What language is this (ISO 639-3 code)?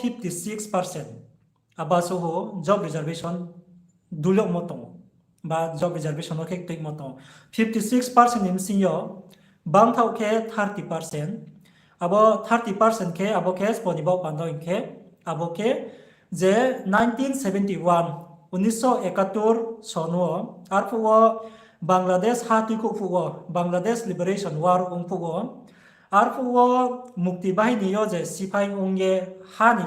ria